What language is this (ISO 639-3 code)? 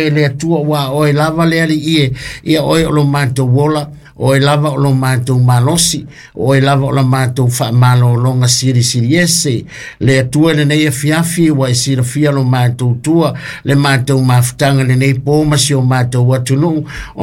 smo